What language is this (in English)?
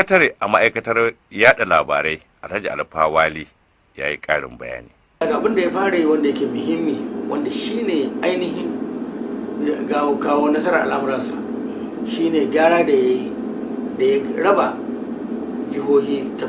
Hausa